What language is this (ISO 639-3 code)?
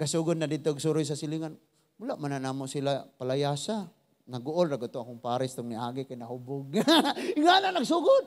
ceb